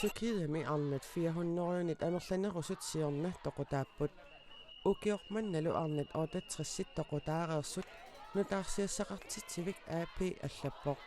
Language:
Kalaallisut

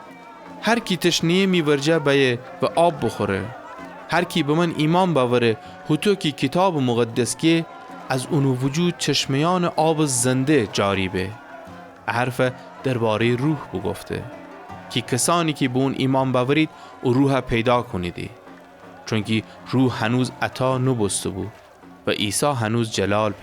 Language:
Gilaki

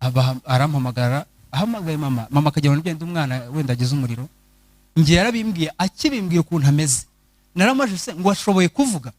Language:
Kinyarwanda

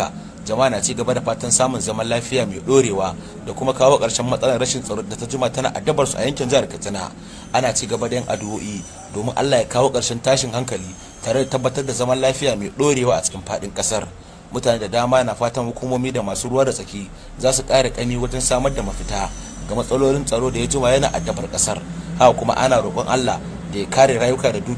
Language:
Hausa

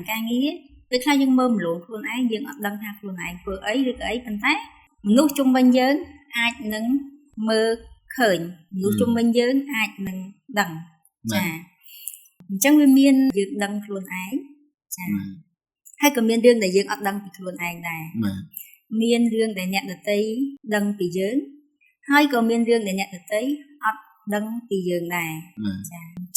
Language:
Khmer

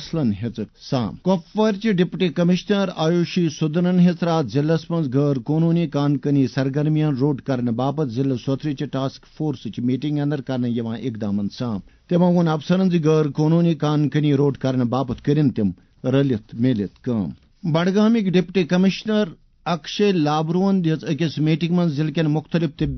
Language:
Kashmiri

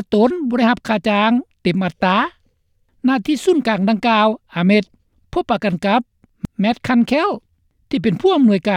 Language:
Lao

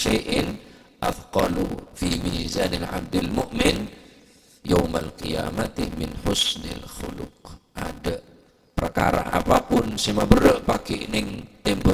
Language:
Madurese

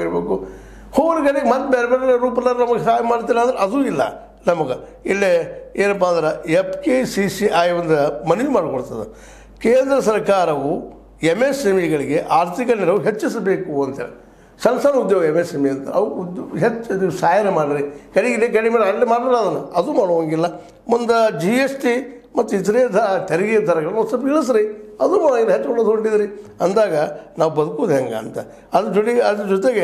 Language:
Kannada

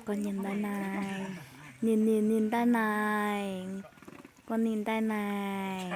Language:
Hmong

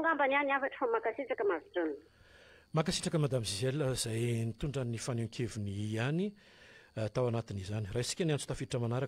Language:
Malagasy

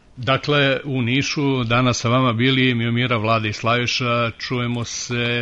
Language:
Serbian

